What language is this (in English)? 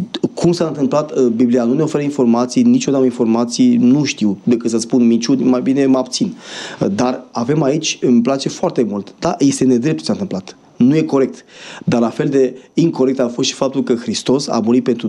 Romanian